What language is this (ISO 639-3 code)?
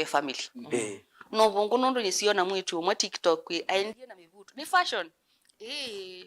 kam